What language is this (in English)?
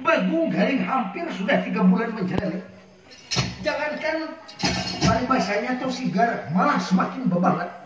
Banjar